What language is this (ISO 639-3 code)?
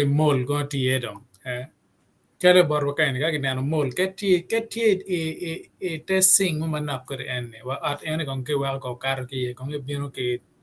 ach